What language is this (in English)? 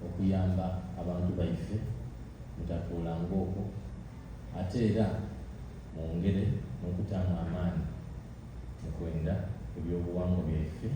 Soga